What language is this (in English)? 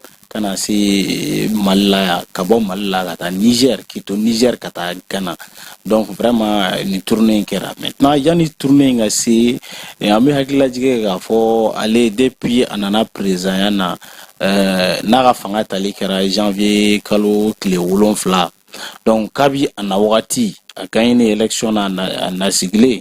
Bambara